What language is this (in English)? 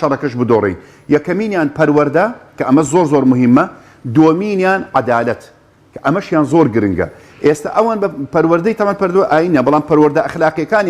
Central Kurdish